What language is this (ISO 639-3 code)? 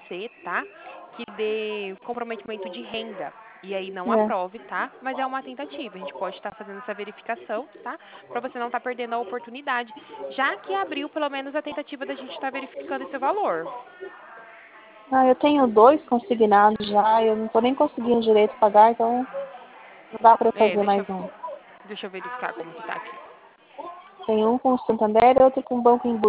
por